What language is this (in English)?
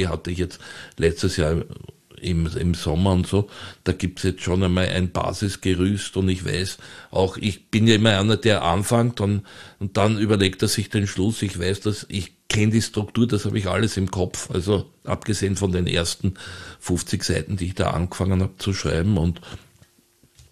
German